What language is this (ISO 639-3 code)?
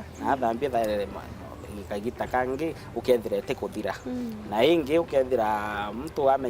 mer